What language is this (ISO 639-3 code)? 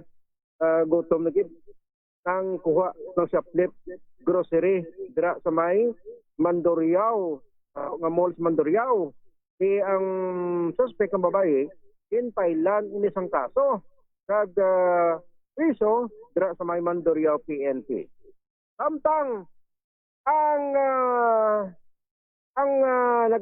hil